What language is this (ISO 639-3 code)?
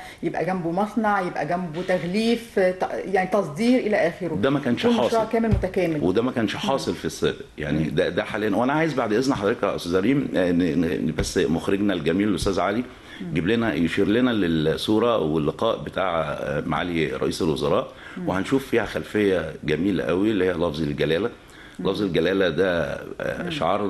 arz